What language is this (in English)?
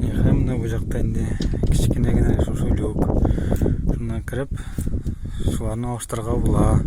Tatar